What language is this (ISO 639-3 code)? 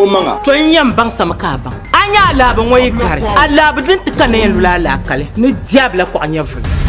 dag